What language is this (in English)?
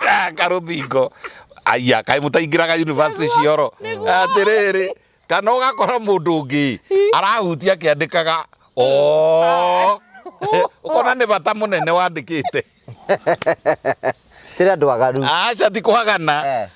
Kikuyu